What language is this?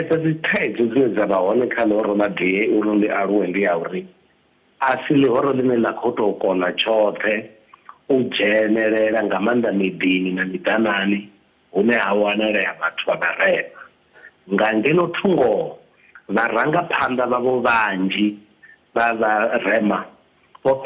Venda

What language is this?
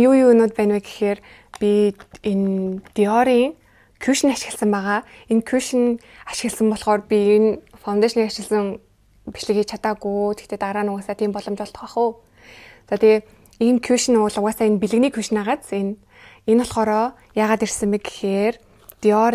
Mongolian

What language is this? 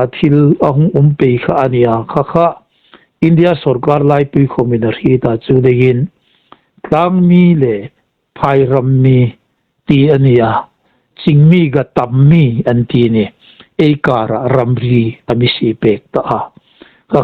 Hmar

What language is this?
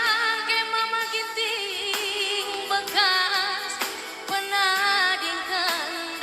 Batak Karo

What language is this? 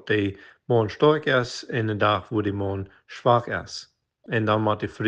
Plautdietsch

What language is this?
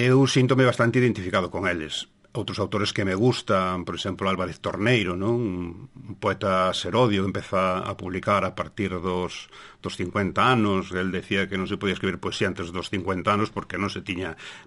Galician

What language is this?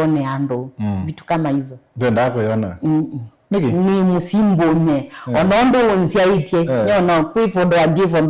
Kamba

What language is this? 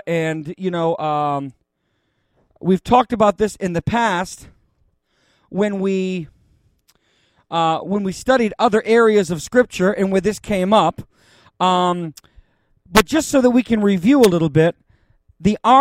English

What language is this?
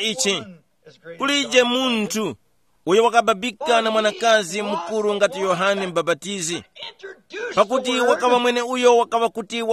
Tumbuka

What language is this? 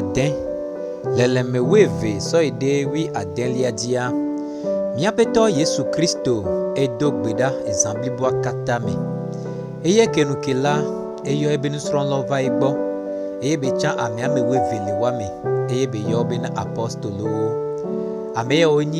Gen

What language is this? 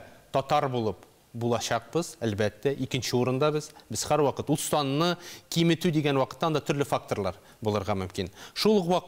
Tatar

